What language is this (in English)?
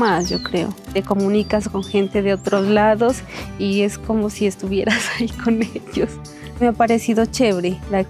Spanish